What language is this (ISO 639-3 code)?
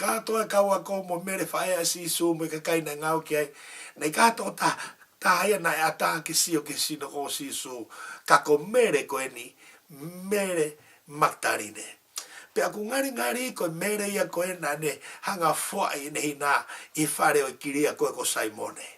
ton